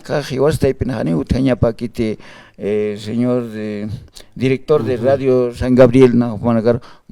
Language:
Aymara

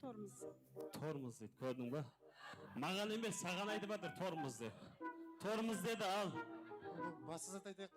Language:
Kara-Kalpak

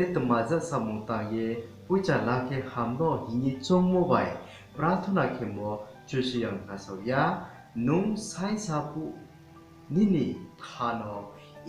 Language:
Riang (India)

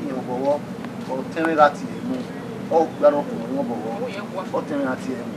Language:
Bini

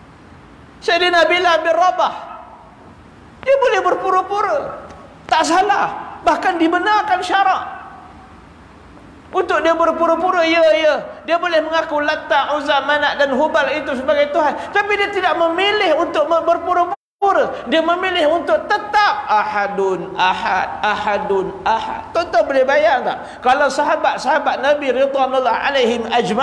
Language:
Malay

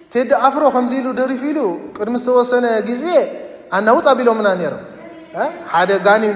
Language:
Tigrinya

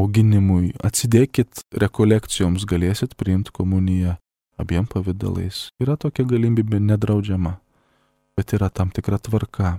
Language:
Lithuanian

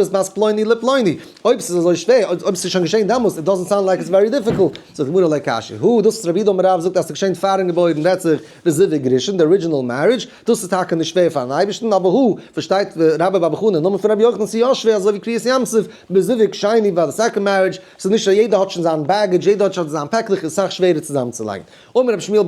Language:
Yiddish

